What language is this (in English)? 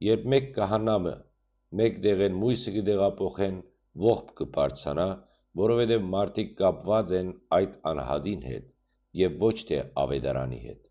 Western Armenian